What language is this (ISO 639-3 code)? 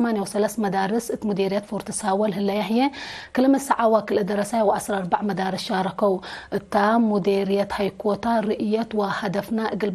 tig